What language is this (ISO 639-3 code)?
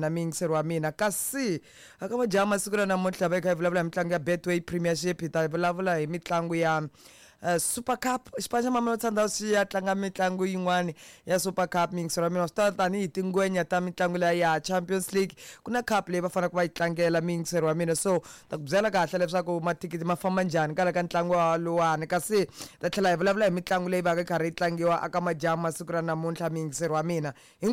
tso